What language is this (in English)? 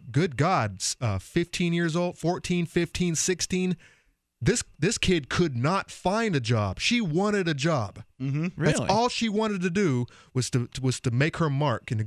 English